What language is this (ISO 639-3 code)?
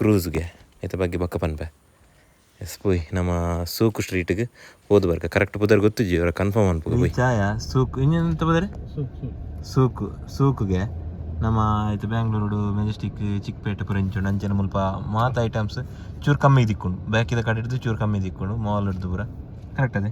tcy